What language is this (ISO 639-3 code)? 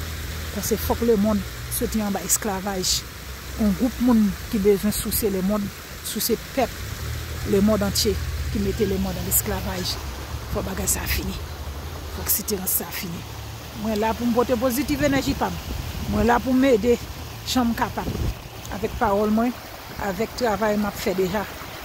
hat